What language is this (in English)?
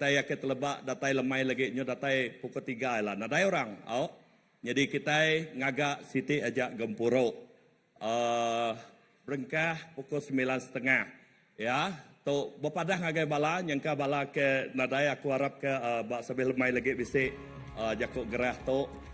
Iban